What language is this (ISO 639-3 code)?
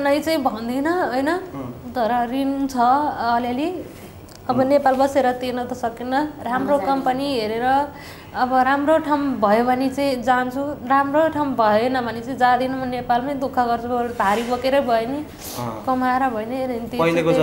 nep